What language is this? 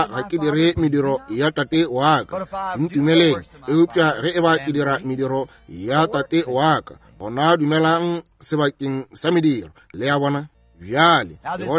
Northern Sotho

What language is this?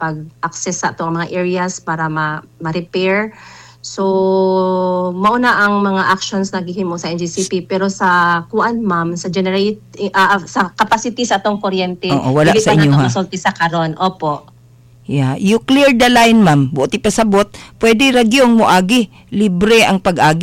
Cebuano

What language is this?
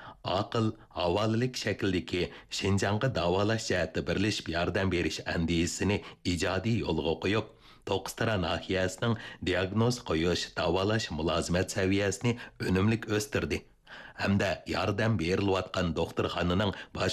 Uyghur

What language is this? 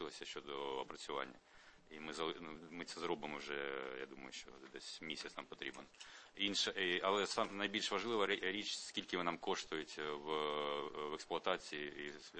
Ukrainian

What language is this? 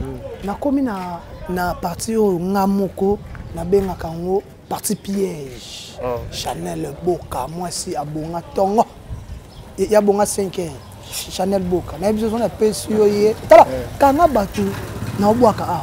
Lingala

